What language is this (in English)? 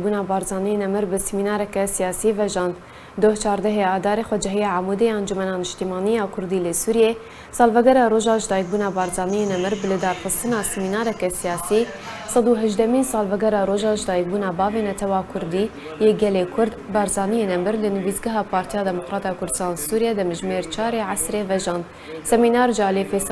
Kurdish